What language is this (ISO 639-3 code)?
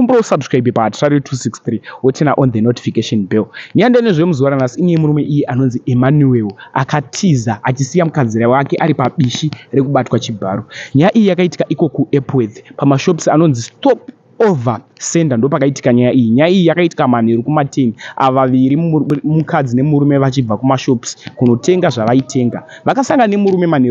sna